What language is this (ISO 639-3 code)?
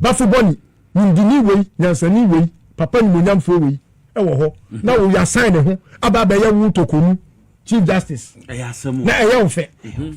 aka